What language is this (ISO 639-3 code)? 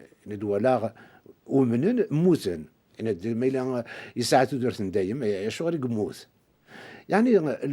kab